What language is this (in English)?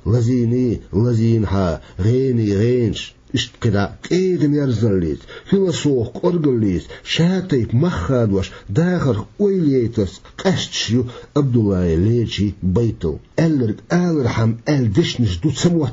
Chechen